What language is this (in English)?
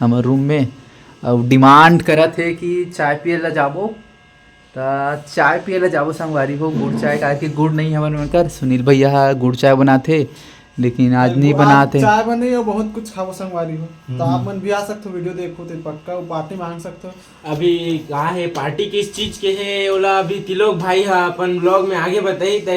Chhattisgarhi